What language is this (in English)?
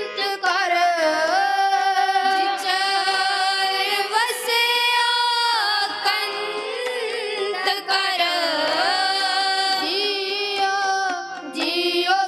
Punjabi